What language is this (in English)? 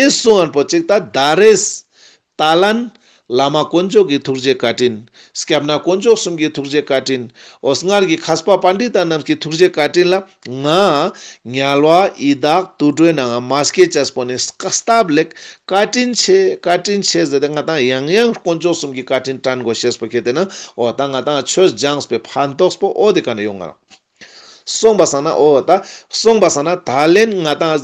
Ladakhi